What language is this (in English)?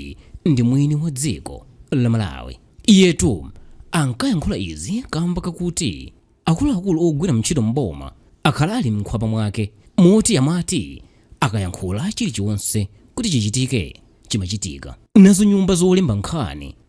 Nyanja